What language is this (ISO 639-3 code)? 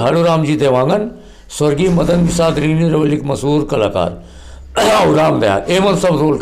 hne